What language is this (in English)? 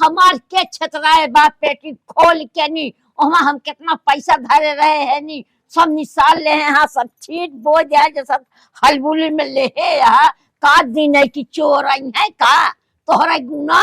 Awadhi